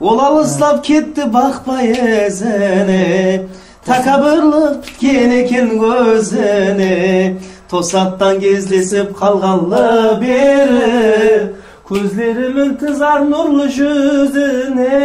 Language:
Kara-Kalpak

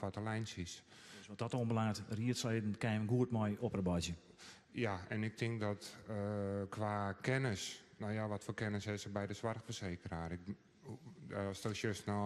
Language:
Western Frisian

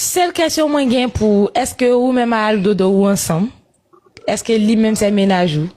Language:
Haitian Creole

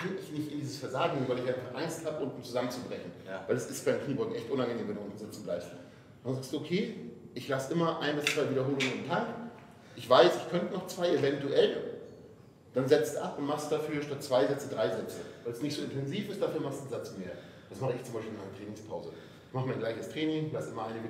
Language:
German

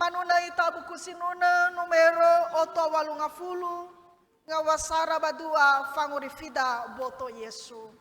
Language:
Nias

